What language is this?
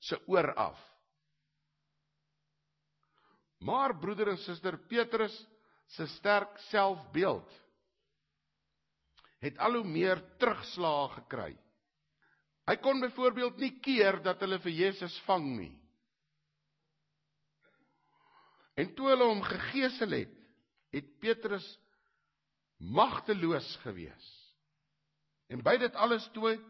Afrikaans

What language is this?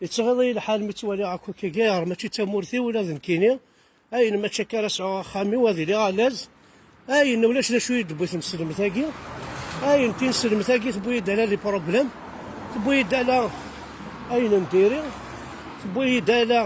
Kabyle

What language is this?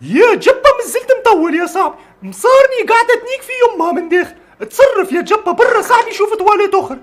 Tunisian Arabic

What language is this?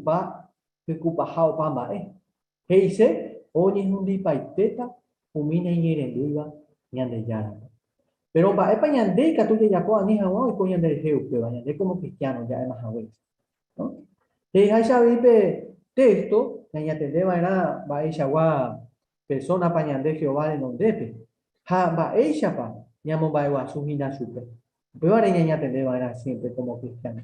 Guarani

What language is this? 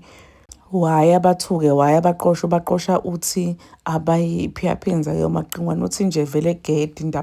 Zulu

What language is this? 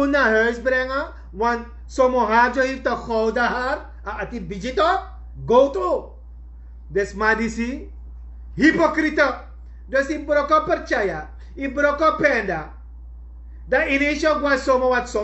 Sranan Tongo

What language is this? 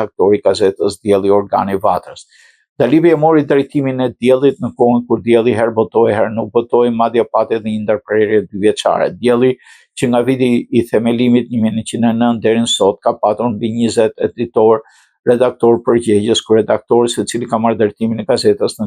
Albanian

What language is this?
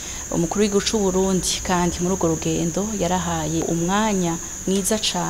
Rundi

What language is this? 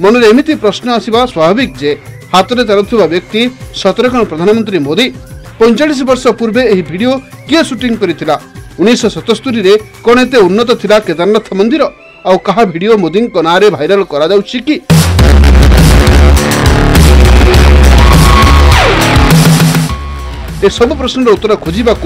Odia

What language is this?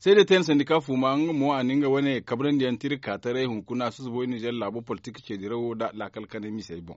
Zarma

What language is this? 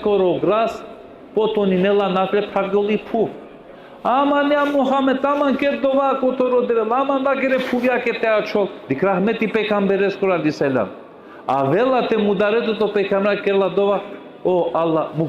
Balkan Romani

